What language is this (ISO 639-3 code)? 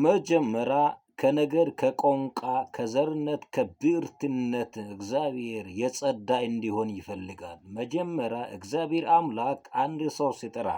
amh